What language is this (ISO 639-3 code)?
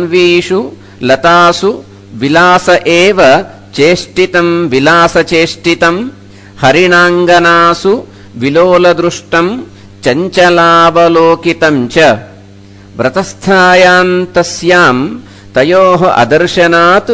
san